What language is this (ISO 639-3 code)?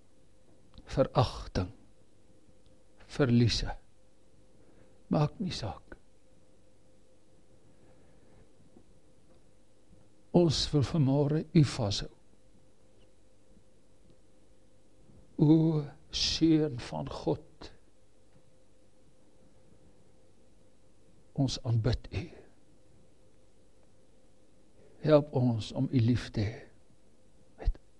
afr